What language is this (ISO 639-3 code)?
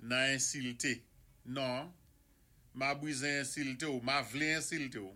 acf